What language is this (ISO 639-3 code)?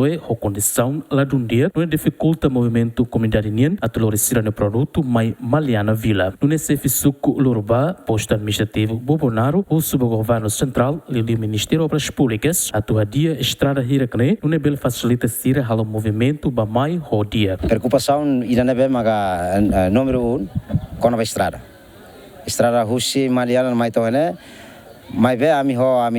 tet